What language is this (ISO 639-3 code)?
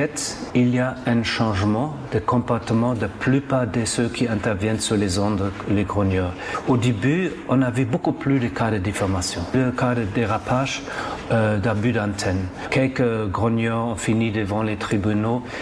fra